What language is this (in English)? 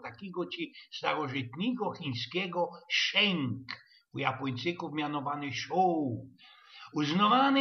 Silesian